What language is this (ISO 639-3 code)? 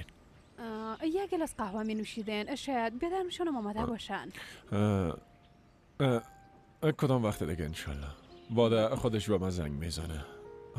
fas